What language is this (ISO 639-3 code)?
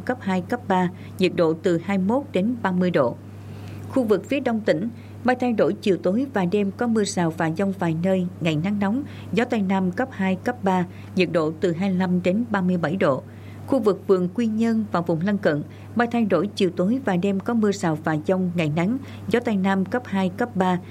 vie